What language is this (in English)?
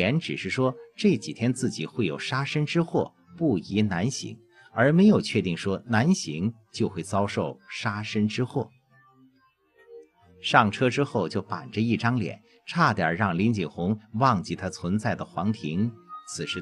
Chinese